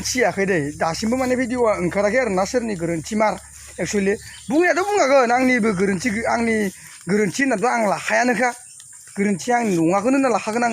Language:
Bodo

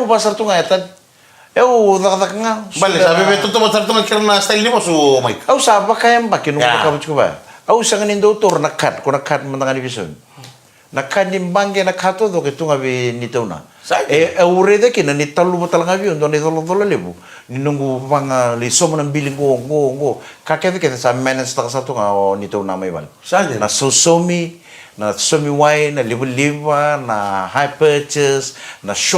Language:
Fijian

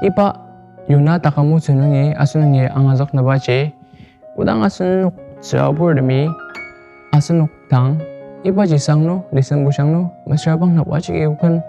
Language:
Ao Naga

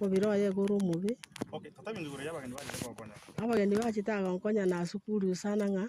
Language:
Gusii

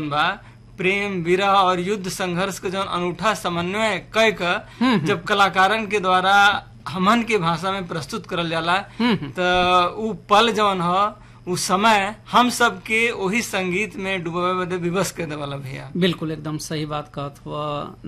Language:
Bhojpuri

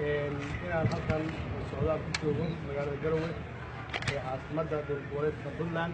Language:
Somali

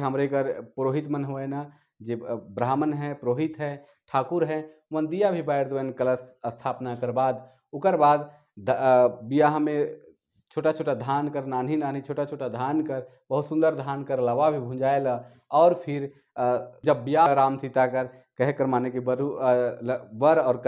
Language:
Sadri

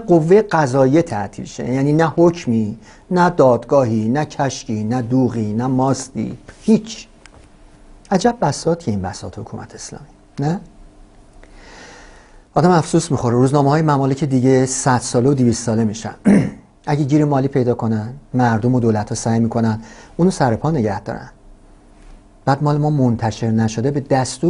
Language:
Persian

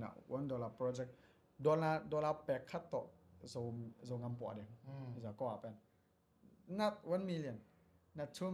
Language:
Tedim Chin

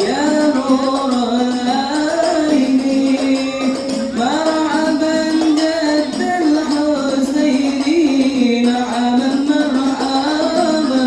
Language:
Betawi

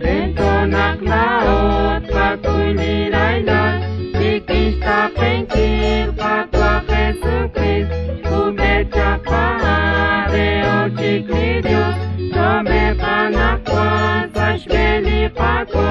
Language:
Kekchí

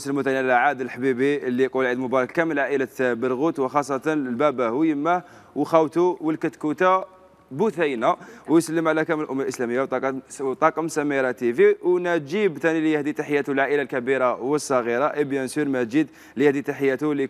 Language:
Algerian Arabic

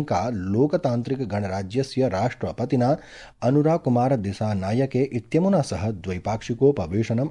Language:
Sanskrit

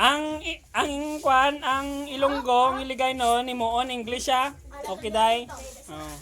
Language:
Hiligaynon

